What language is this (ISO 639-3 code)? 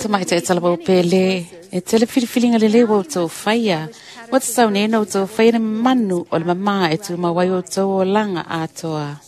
smo